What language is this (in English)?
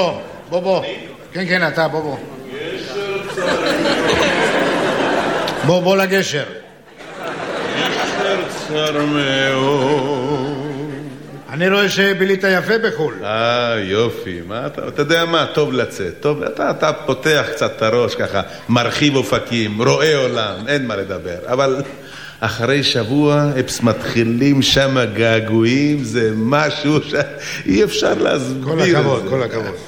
Hebrew